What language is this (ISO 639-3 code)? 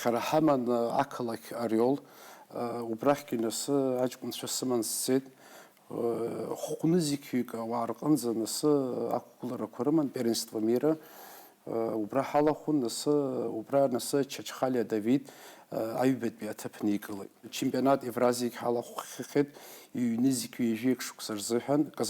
abk